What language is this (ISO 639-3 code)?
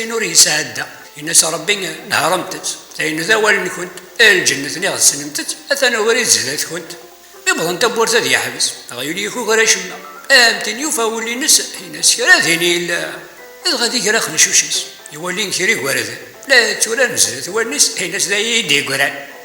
kab